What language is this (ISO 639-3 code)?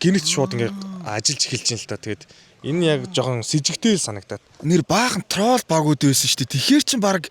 mon